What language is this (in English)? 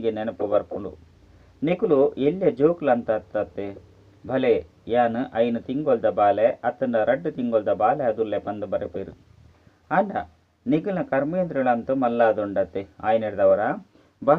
Tulu